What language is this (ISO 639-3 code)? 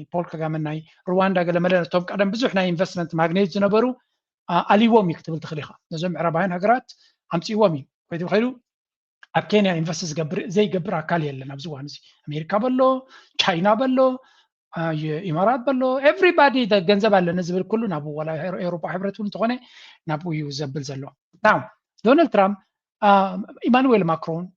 tir